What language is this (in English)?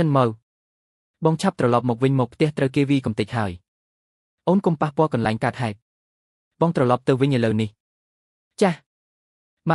Khmer